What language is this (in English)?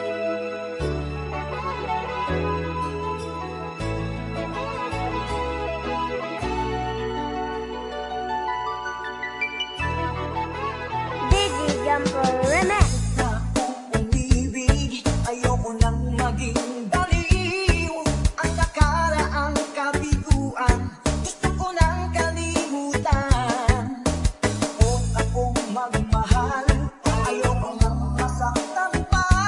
Filipino